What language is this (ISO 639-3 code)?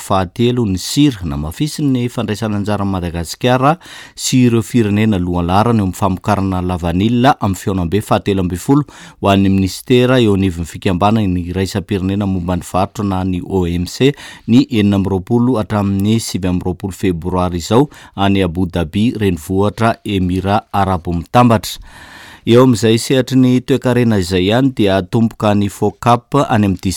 mlg